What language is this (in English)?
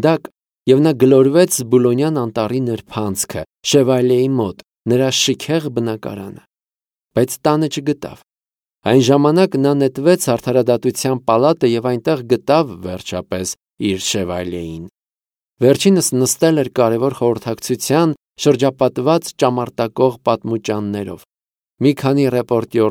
Armenian